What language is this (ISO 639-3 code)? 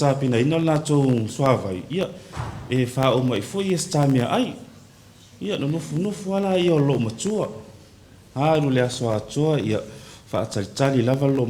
smo